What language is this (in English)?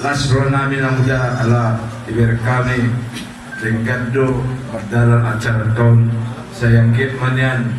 Batak Toba